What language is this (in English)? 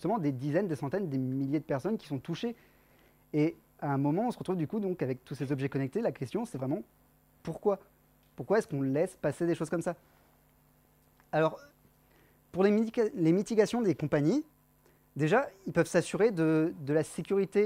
French